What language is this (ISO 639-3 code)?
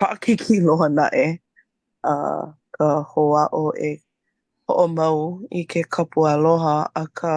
haw